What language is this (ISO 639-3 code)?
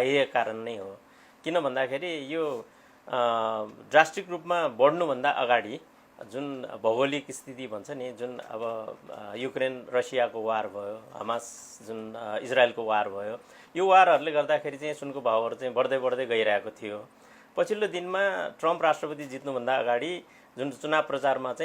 nep